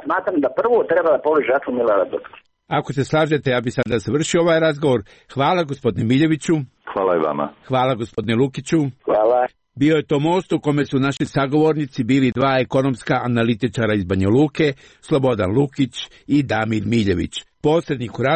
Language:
Serbian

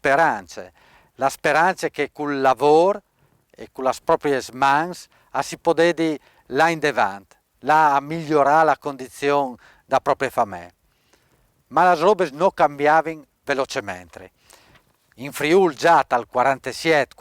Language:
Friulian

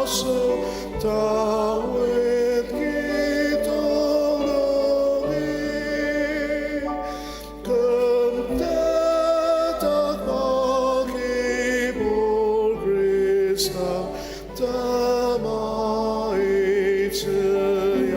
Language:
Ao Naga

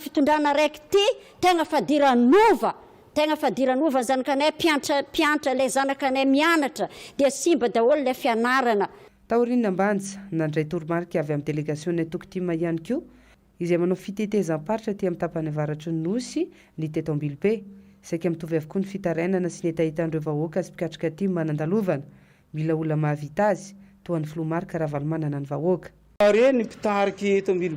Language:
Malagasy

